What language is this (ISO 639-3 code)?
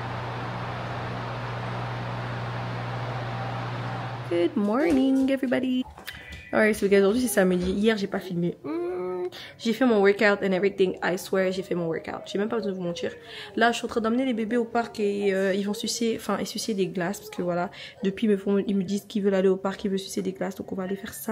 fra